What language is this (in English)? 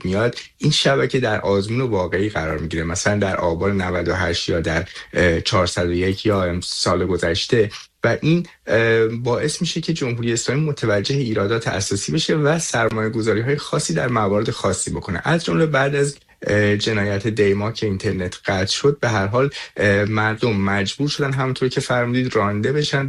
Persian